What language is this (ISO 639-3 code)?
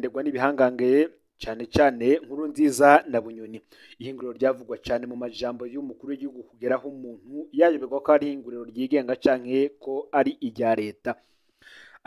run